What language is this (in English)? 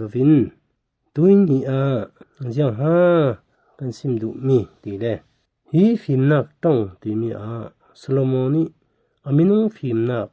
Falam Chin